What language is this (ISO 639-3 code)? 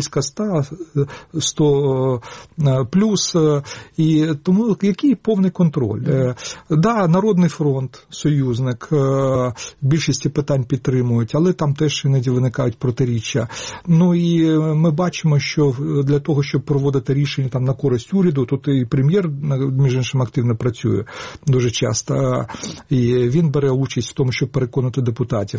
ukr